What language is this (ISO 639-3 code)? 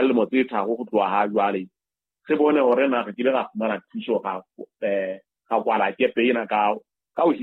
sot